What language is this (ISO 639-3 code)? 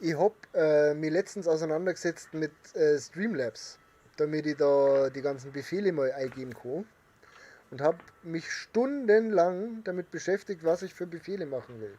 bar